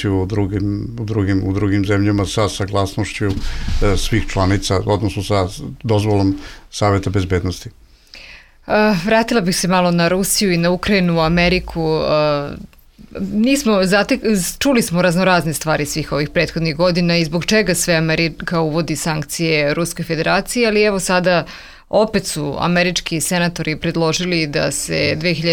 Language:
Bosnian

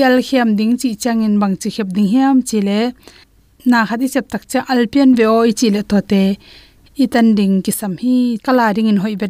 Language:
Tedim Chin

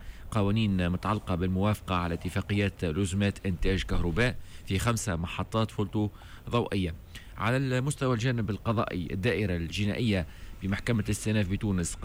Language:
Tunisian Arabic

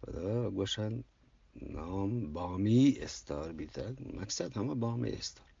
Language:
Eastern Balochi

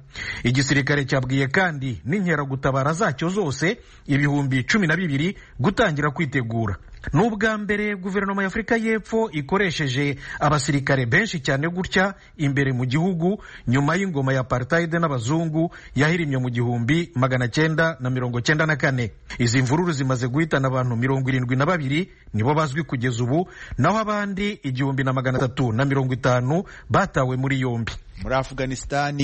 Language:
Kinyarwanda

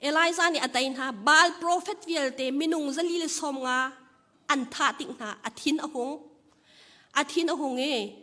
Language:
Hakha Chin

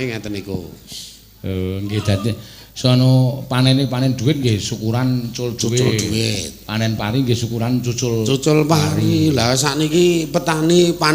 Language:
Javanese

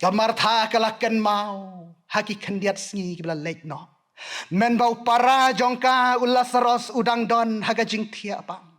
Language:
Khasi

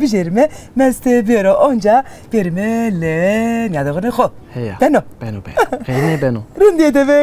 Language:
Zaza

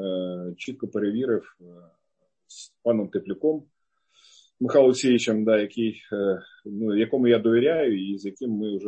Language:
Ukrainian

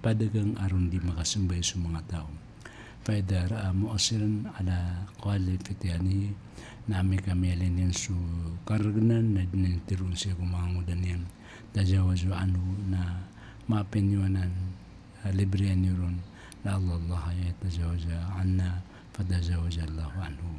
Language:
Maranao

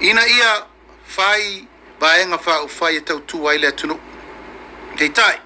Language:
Samoan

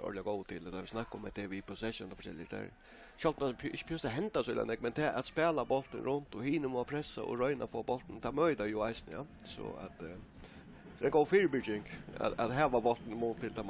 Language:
Faroese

